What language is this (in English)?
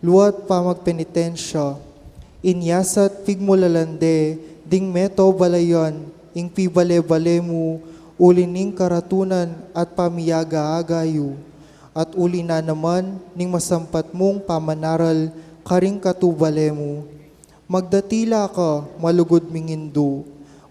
Pampanga